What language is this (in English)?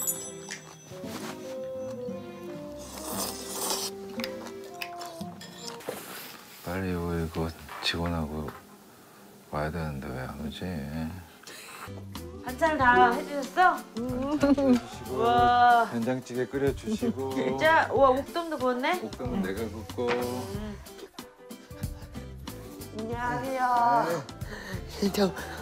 Korean